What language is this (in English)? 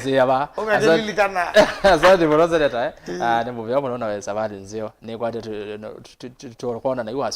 Kamba